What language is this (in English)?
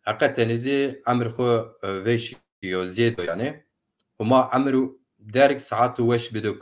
Zaza